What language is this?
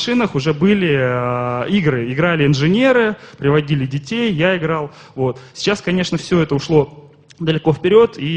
Russian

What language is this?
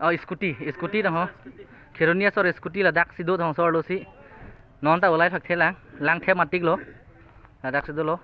Karbi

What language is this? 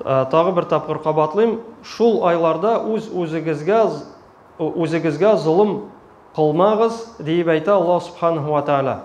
Tatar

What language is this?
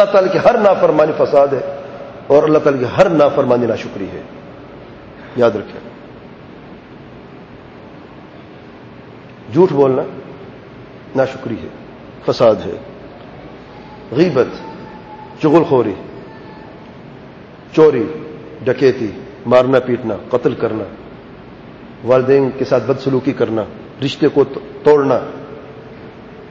Urdu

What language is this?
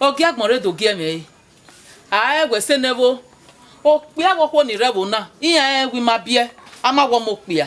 Bini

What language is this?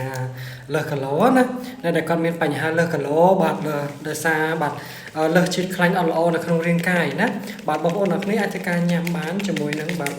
Khmer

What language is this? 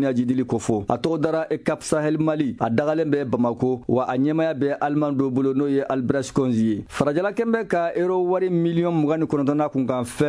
Bambara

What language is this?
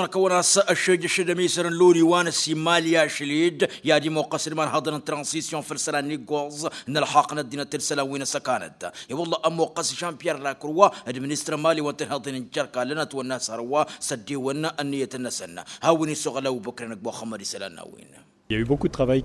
Tamasheq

